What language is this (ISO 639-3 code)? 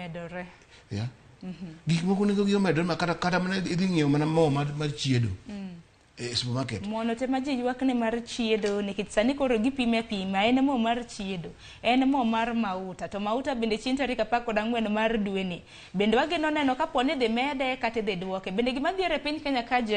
luo